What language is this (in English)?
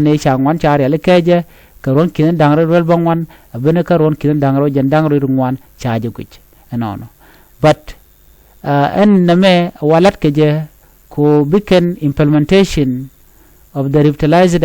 Nuer